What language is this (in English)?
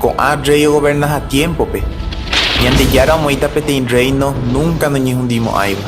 Guarani